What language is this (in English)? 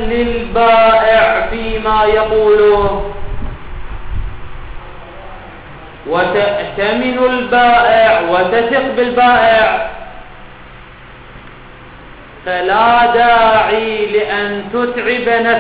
Arabic